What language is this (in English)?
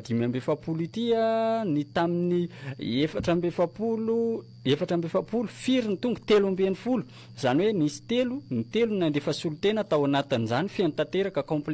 Malagasy